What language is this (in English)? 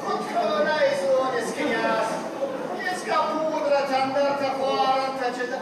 Ossetic